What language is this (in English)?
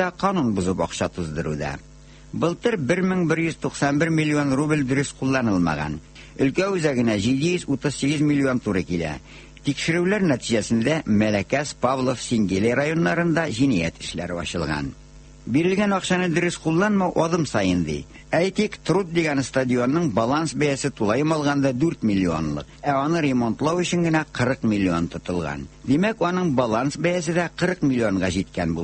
Tatar